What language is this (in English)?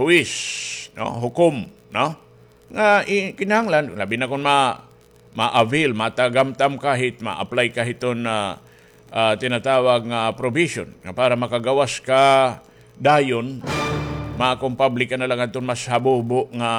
Waray